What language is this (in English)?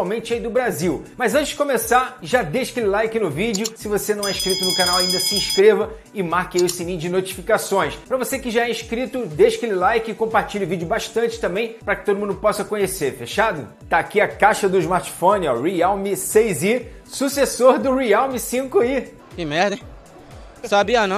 Portuguese